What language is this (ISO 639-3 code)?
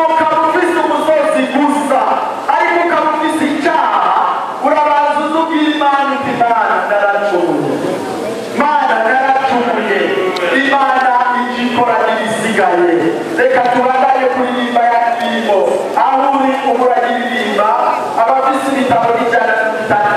run